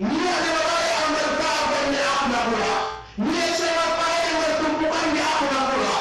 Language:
Yakan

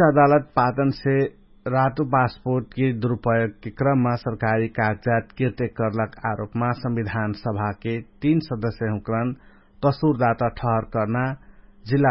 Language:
Dangaura Tharu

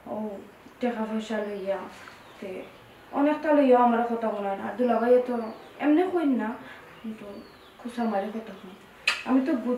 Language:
Sylheti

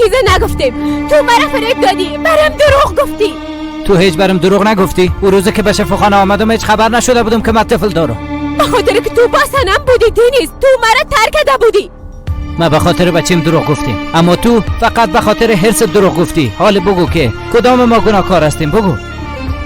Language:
Persian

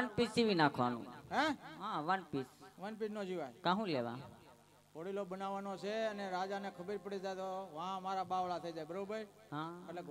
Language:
Gujarati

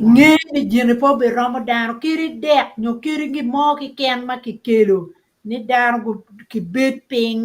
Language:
Acoli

